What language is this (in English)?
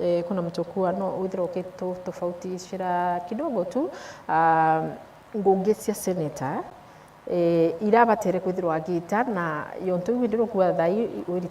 Meru